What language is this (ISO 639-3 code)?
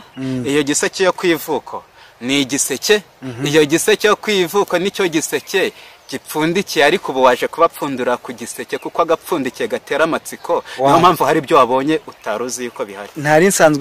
kin